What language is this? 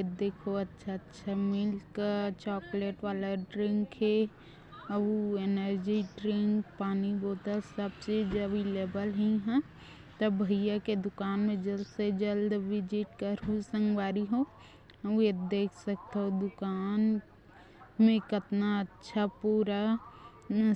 Chhattisgarhi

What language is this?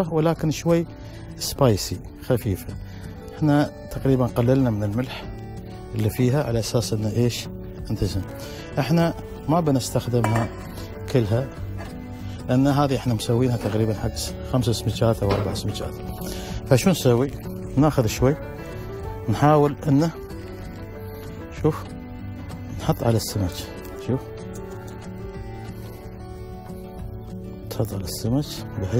Gulf Arabic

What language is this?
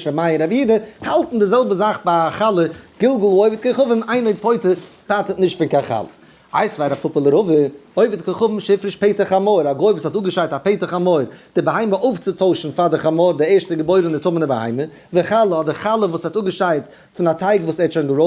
Yiddish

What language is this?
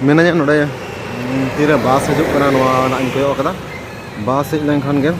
Santali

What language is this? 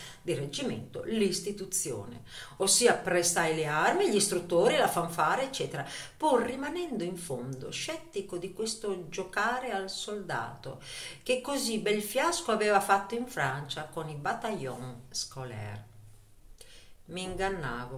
Italian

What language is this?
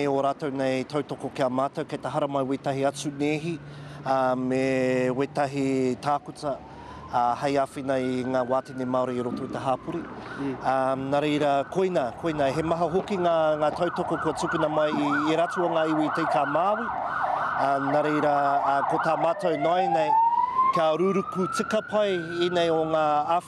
Māori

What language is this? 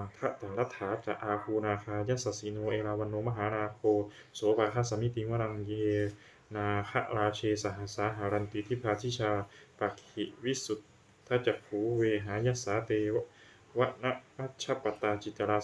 Pali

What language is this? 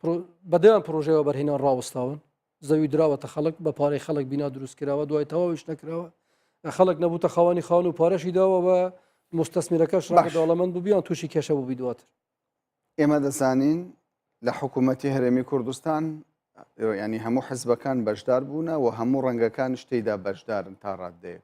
Central Kurdish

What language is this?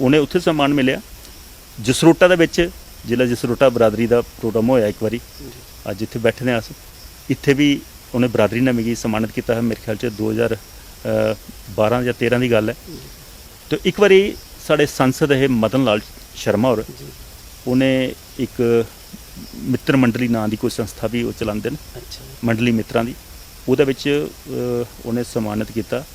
Dogri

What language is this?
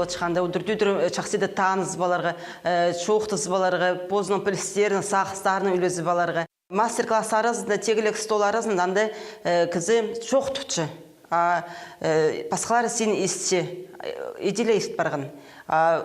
Khakas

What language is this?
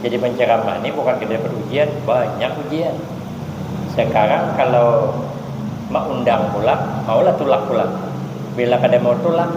Banjar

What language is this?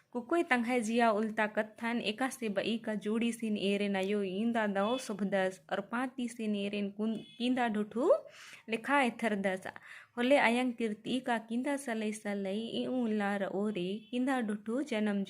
Kurukh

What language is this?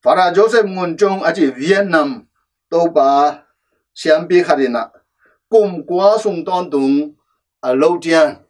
Tedim Chin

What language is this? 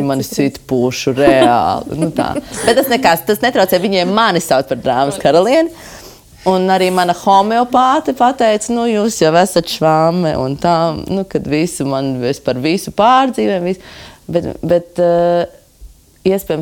Latvian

